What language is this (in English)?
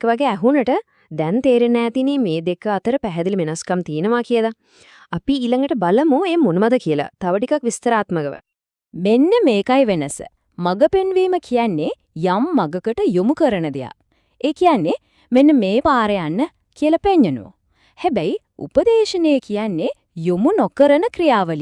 Sinhala